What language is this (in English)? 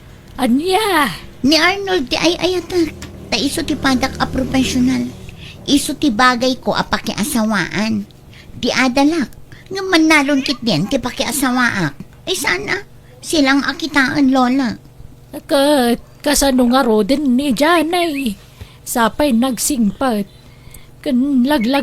Iloko